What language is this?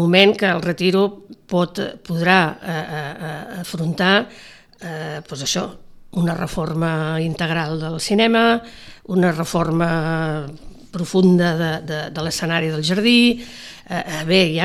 Catalan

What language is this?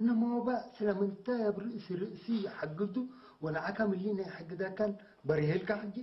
Tigrinya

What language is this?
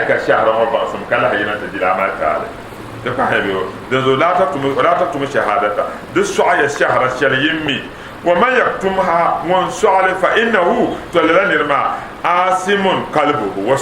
Dagbani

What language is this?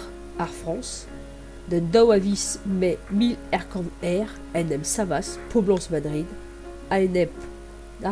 Breton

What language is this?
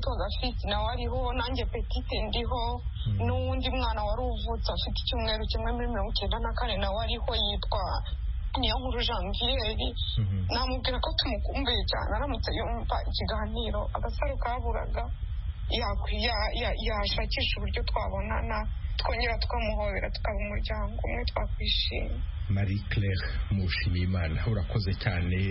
Kinyarwanda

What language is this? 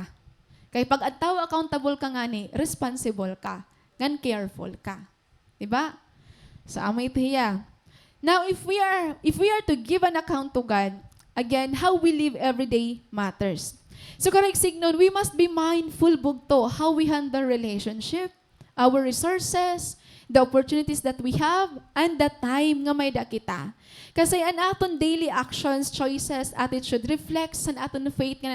Waray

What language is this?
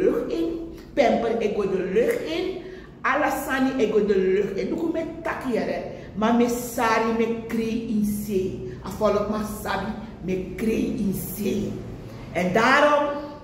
Sranan Tongo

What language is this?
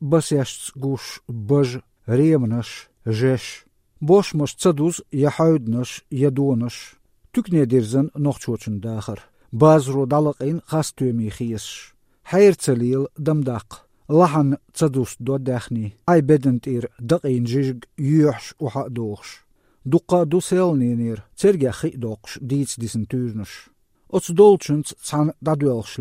Chechen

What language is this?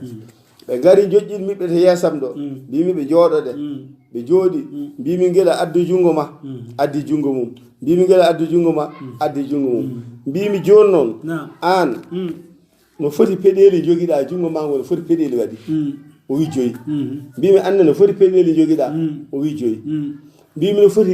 Fula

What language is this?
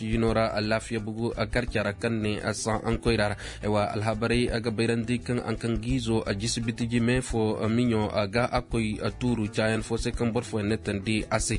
Koyraboro Senni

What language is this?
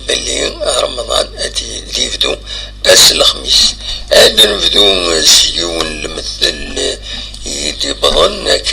Kabyle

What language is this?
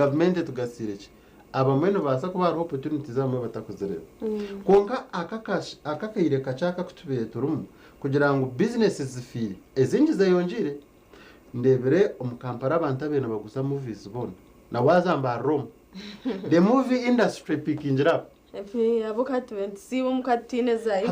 Nyankole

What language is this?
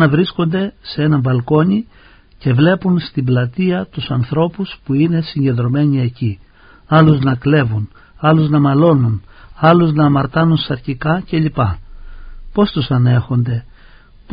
Greek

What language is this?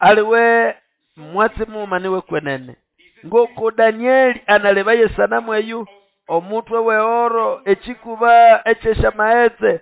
Nande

